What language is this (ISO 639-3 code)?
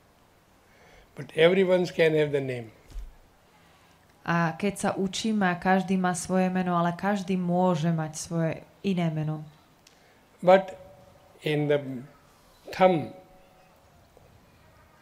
slk